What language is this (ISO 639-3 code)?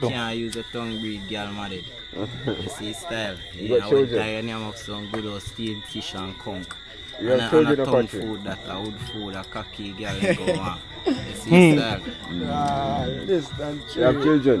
jam